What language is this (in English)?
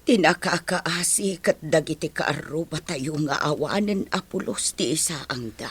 Iloko